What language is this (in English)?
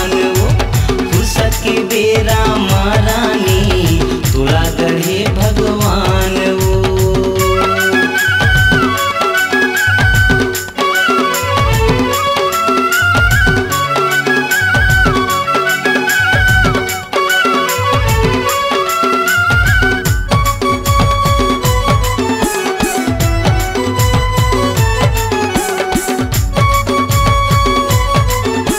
Chhattisgarhi